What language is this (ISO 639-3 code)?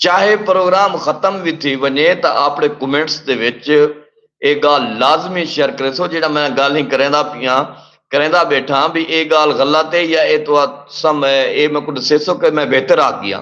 skr